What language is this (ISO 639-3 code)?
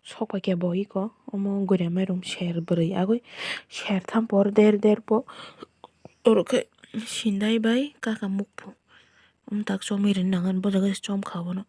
trp